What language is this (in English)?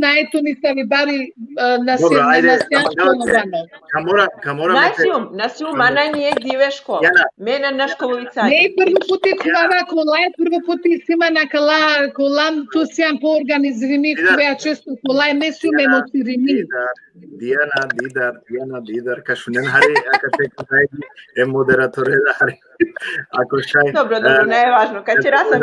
Balkan Romani